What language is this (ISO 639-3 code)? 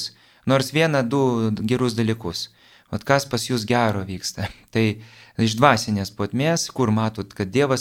lit